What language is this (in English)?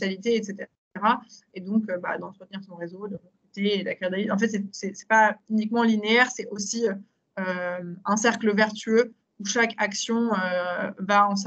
French